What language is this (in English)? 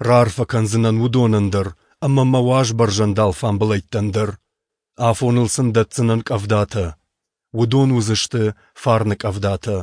Ossetic